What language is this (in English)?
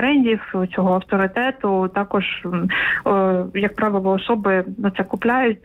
Ukrainian